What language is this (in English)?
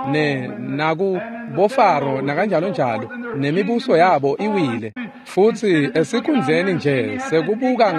Swati